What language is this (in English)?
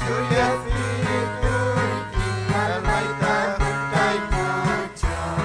Ayacucho Quechua